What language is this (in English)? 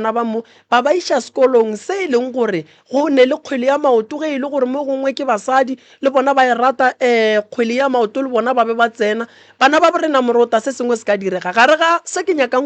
Northern Sotho